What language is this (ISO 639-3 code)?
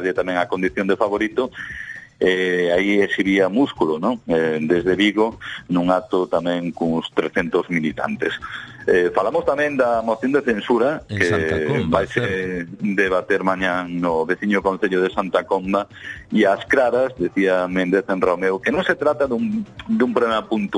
glg